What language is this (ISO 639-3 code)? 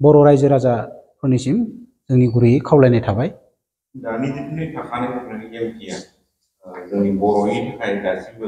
brx